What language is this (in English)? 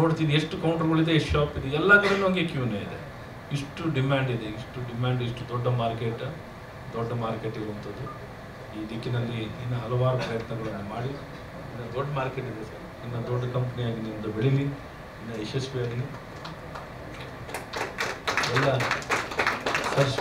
Kannada